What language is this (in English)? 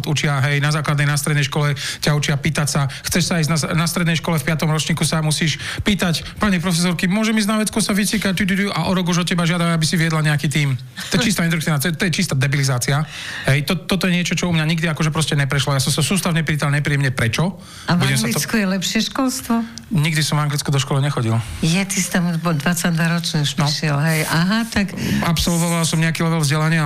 Slovak